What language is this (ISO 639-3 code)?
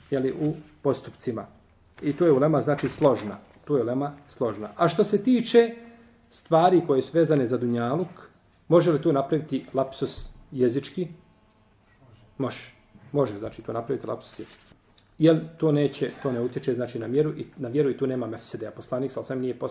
bos